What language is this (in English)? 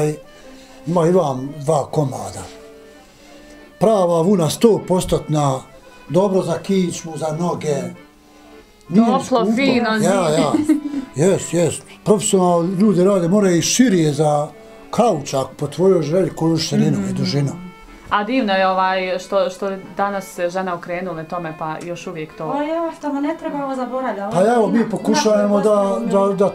Bosnian